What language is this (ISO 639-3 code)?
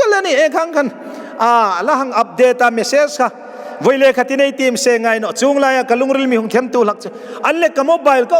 hmr